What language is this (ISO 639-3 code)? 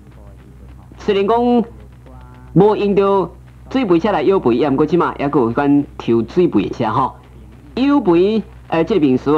nan